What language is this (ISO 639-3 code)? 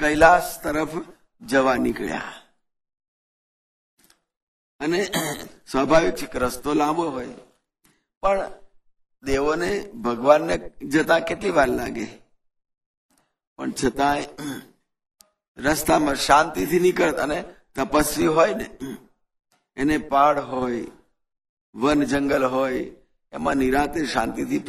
guj